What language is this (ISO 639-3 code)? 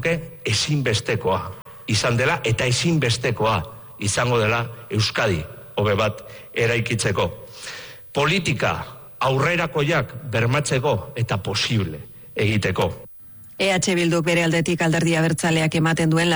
eus